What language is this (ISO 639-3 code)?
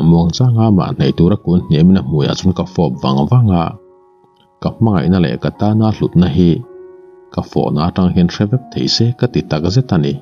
lus